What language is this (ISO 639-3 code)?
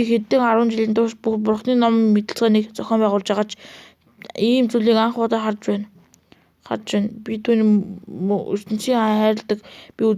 mon